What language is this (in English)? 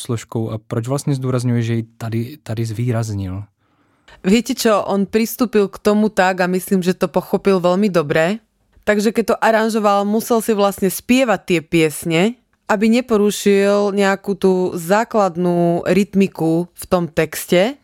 Slovak